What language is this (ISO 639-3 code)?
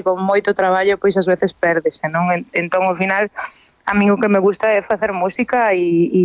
glg